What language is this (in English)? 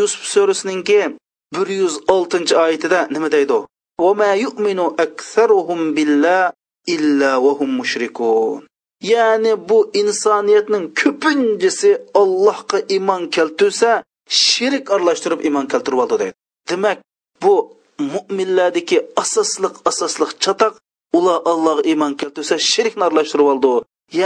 Uyghur